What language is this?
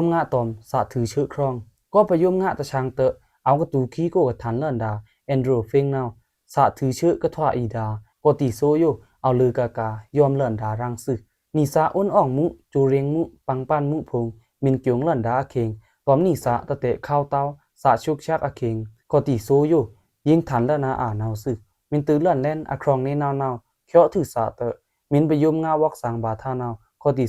Pa'o Karen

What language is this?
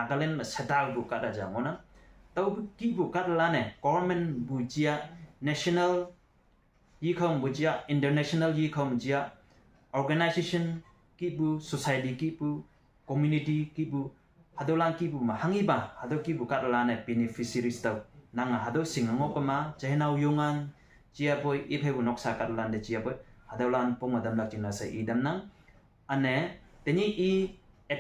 Konyak Naga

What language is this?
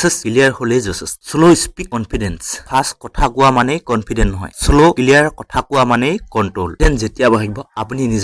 Assamese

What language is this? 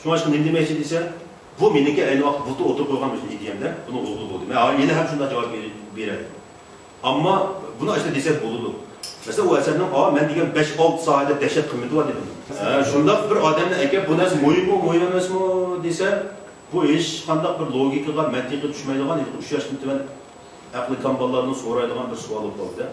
Uyghur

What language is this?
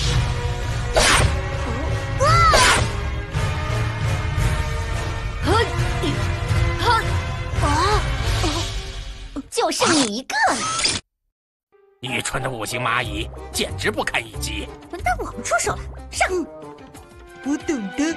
Chinese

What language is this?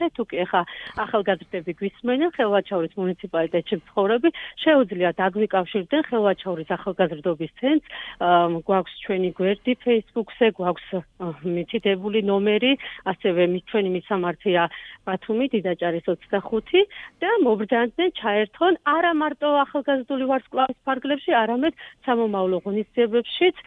Georgian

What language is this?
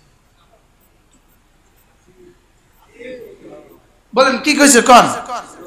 Bangla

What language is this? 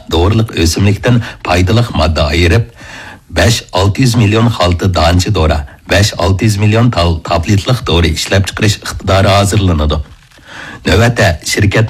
Uyghur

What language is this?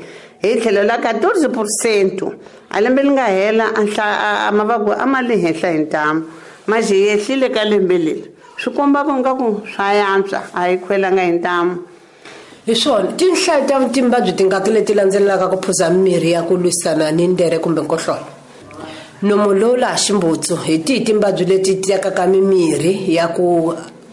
Tsonga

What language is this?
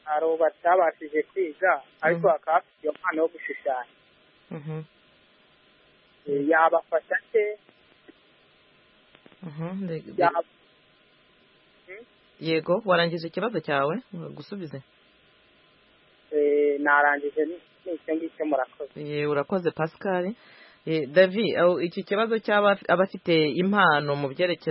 Kinyarwanda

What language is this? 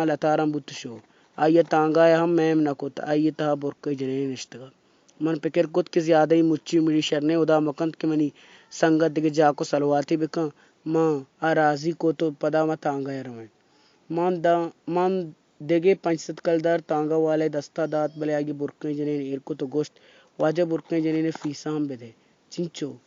Baluchi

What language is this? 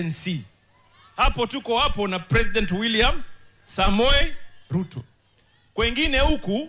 Swahili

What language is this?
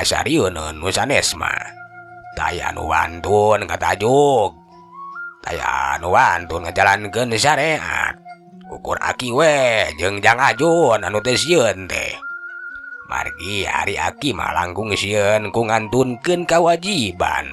Sundanese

